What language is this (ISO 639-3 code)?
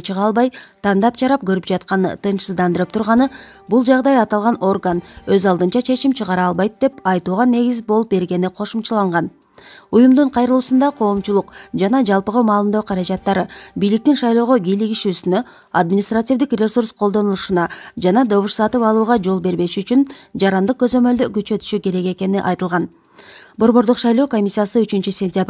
kir